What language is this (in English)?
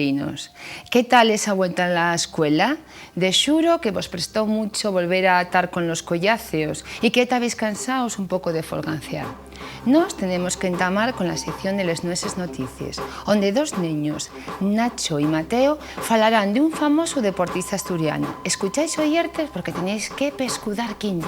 Asturian